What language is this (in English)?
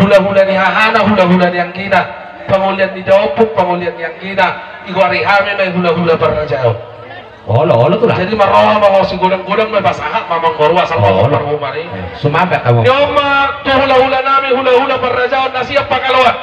Batak Toba